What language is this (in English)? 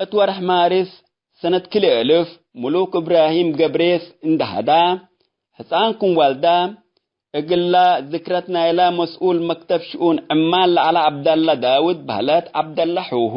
Tigre